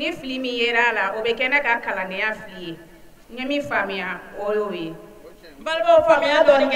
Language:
Bambara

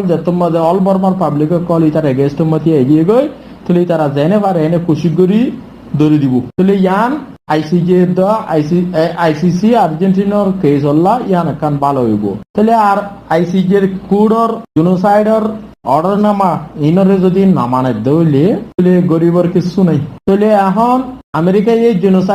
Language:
Rohingya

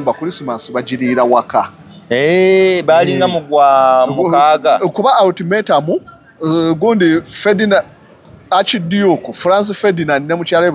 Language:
Ganda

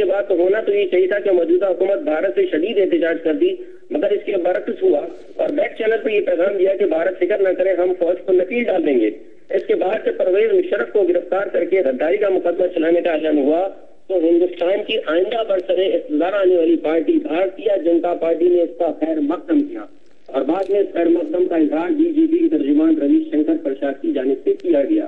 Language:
Urdu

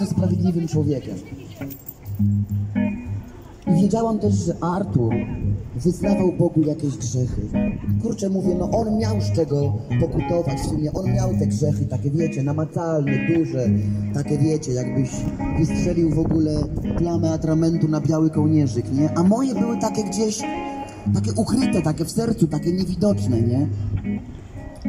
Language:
Polish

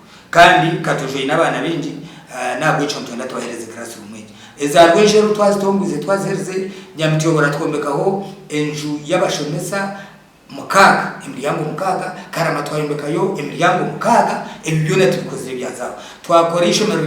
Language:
Nyankole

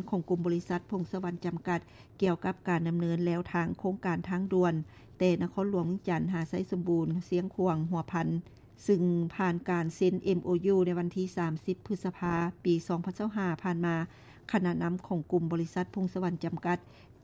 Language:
Lao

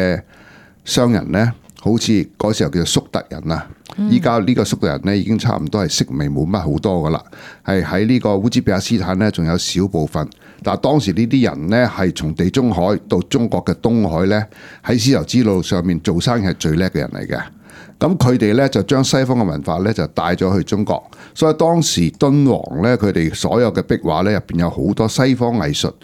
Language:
Cantonese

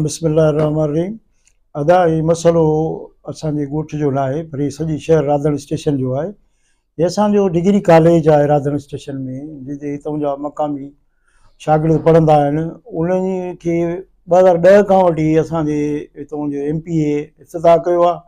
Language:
Sindhi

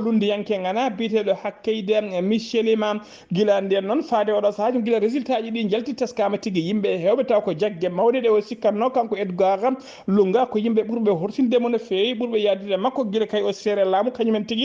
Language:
Fula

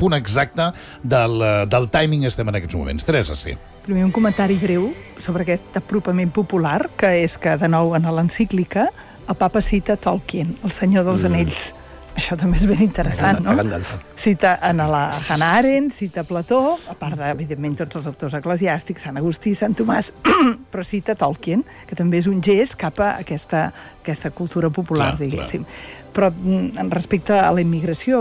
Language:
Catalan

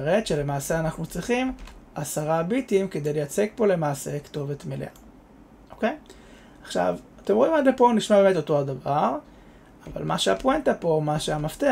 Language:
Hebrew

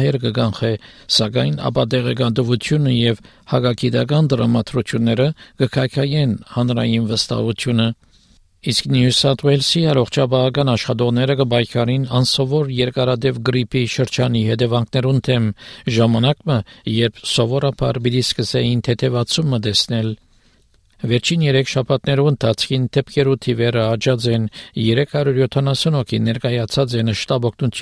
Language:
Armenian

